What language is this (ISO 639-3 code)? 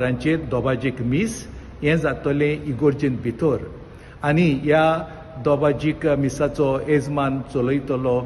kok